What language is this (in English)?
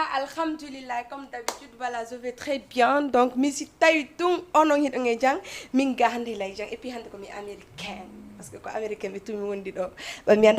Fula